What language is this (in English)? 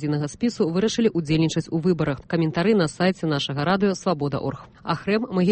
Belarusian